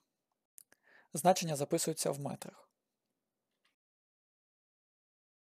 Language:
Ukrainian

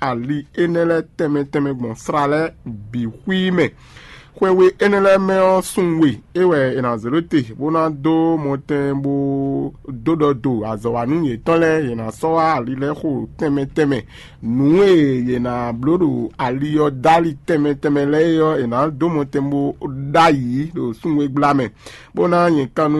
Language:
Fon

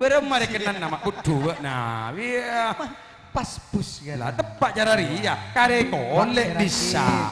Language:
Madurese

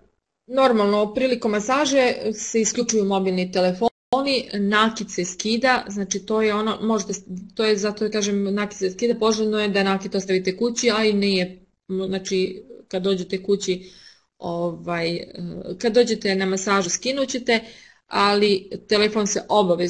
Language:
Serbian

